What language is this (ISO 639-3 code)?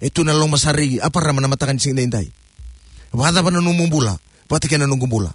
fij